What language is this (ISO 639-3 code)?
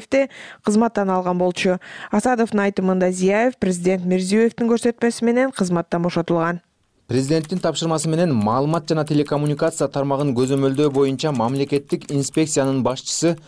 kir